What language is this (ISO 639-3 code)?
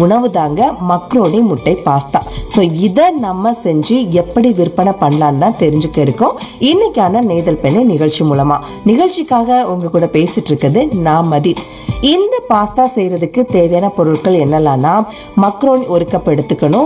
tam